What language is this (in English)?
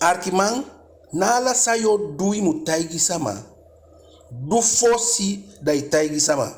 Eastern Maroon Creole